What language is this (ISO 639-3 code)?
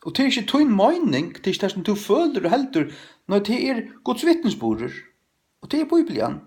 fao